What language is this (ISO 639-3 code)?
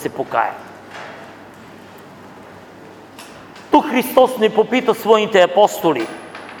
bul